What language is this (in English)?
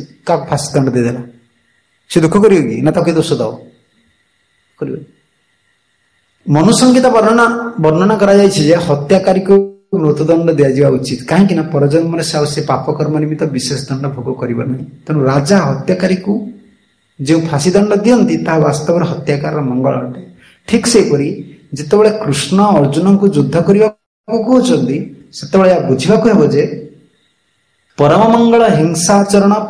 Odia